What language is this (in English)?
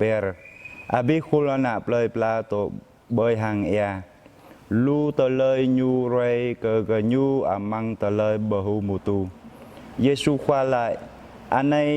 Jarai